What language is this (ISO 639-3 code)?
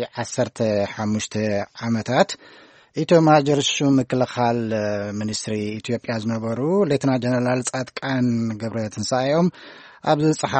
tir